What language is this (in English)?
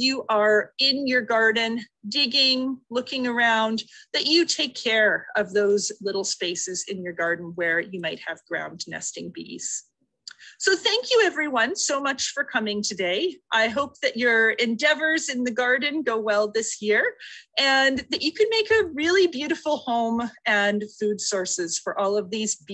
English